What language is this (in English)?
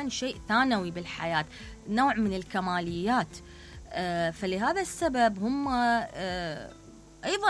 Mesopotamian Arabic